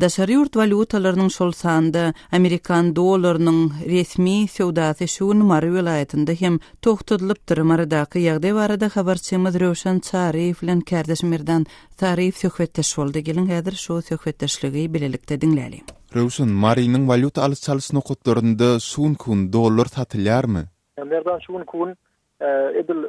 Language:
Turkmen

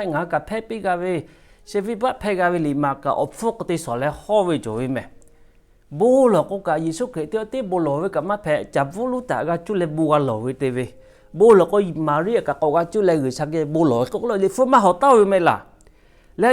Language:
Lahu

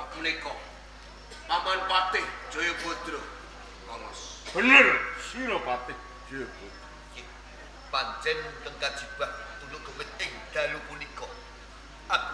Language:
Javanese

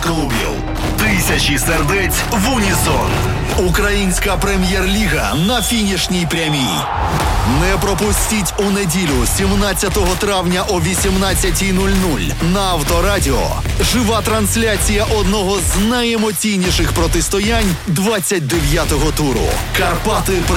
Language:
Ukrainian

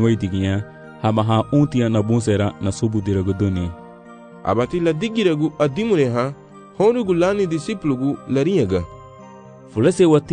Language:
Garifuna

